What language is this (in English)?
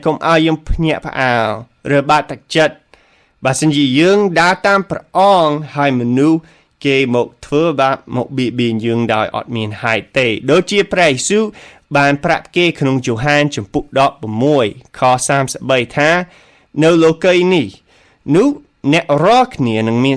Khmer